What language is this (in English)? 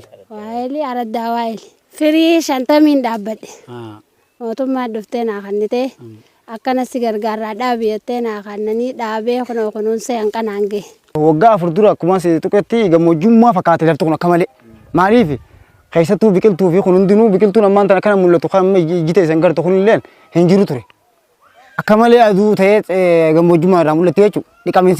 Oromo